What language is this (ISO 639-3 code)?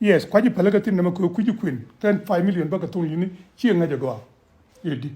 nus